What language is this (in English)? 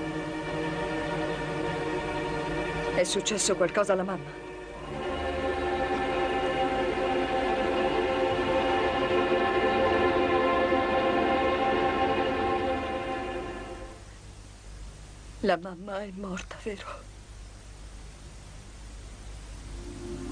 Italian